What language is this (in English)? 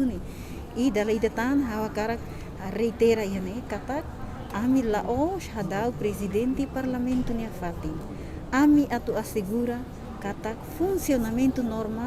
Tetum